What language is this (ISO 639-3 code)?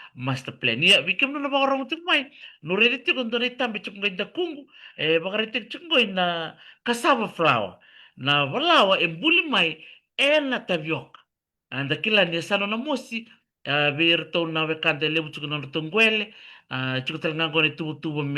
fij